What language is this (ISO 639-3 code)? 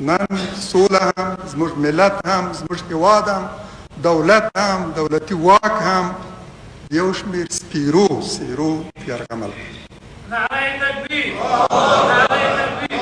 pus